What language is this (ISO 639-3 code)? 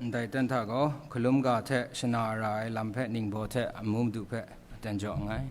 kac